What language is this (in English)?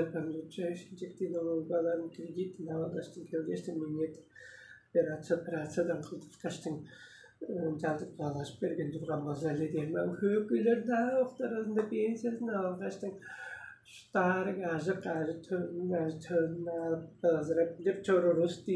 Tuvinian